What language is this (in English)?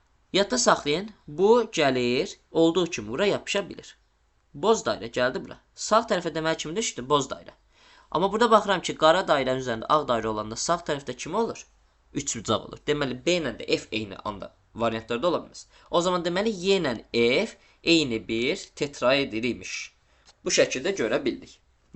Azerbaijani